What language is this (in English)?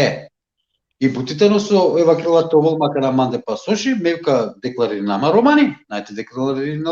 Balkan Romani